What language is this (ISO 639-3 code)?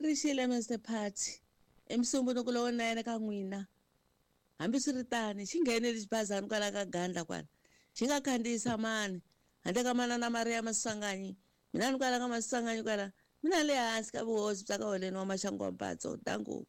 tso